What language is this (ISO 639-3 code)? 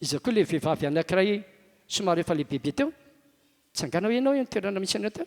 mlg